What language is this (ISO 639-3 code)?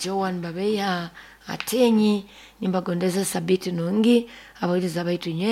nyo